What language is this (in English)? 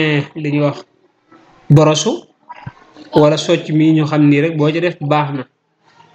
Wolof